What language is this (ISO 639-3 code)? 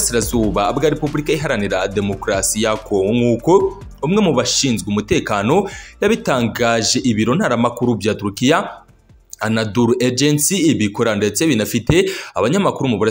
kin